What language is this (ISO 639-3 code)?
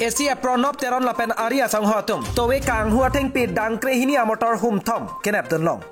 mjw